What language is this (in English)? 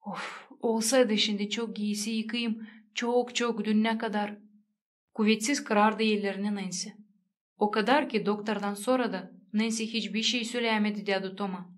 Gagauz